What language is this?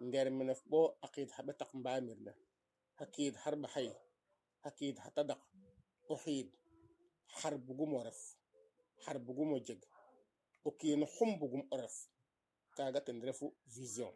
Serer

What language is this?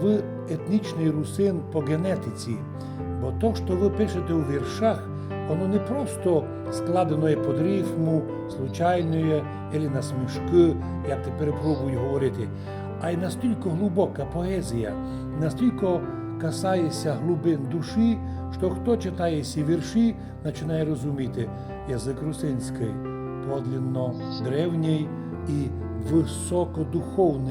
Rusyn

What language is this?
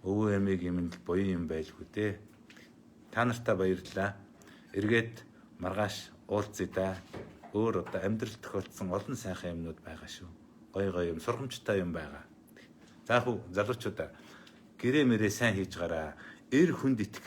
Mongolian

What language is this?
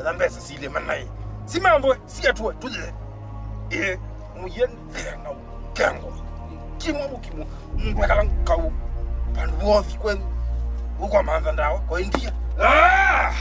Kamba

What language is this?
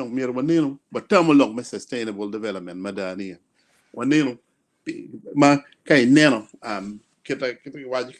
Acoli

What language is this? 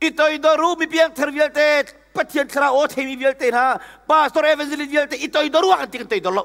Hakha Chin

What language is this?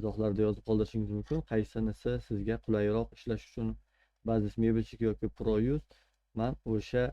Uzbek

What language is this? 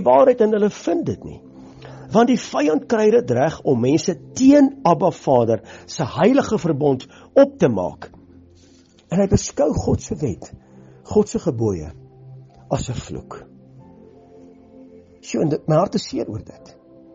Afrikaans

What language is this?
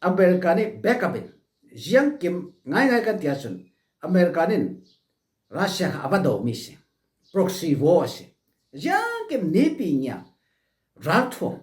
Falam Chin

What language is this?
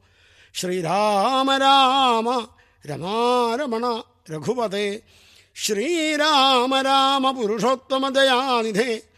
Malayalam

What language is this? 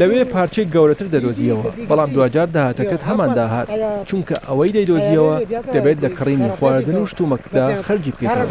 Central Kurdish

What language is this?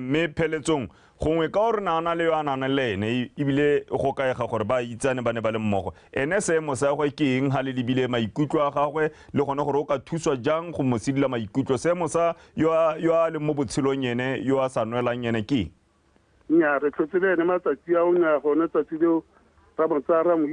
Tswana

